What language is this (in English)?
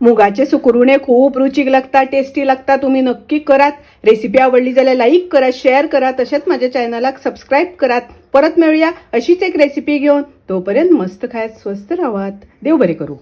Konkani